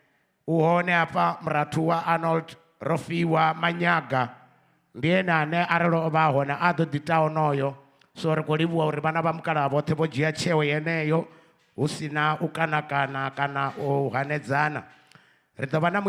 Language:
Venda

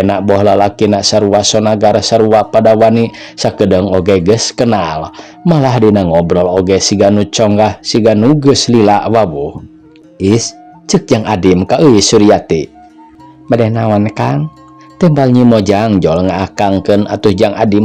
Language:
Sundanese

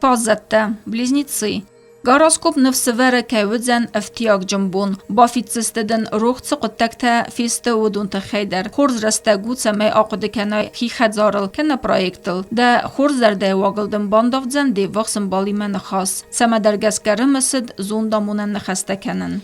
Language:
Ossetic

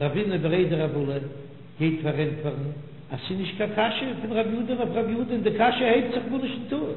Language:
Yiddish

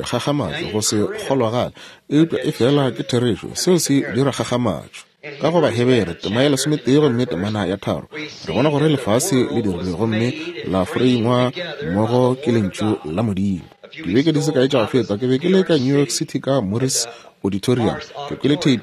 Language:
Northern Sotho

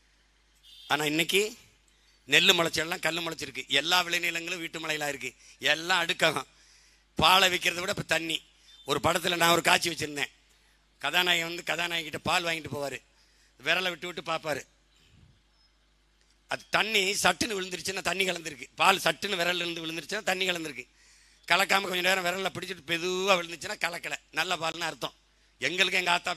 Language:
Tamil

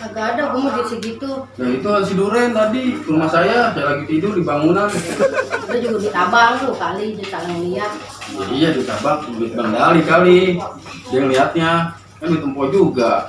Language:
Betawi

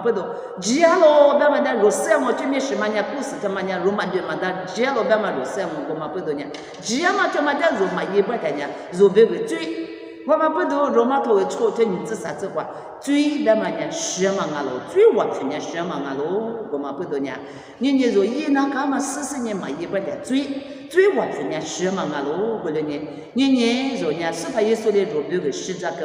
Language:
Lisu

